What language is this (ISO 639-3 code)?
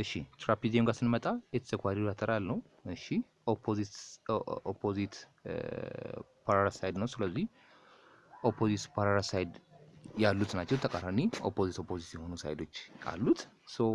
amh